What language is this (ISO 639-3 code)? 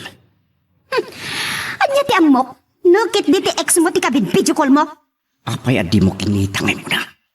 ilo